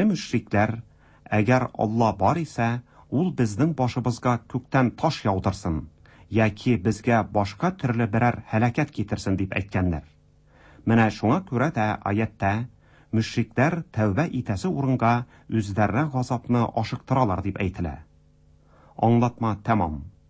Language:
Tatar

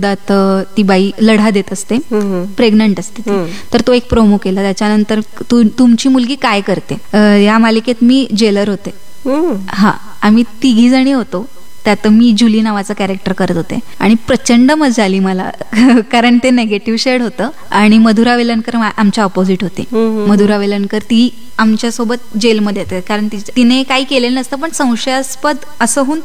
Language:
Marathi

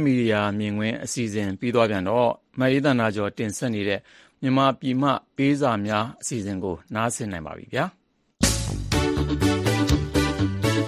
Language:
Burmese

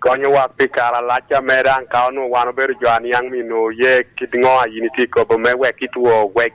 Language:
Lango (Uganda)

